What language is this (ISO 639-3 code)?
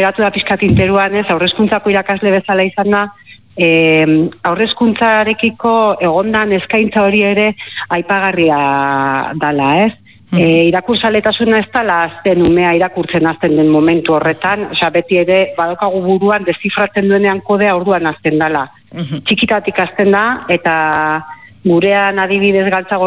eus